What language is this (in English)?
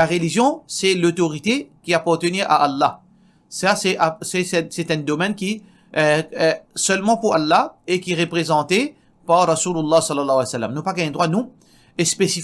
Morisyen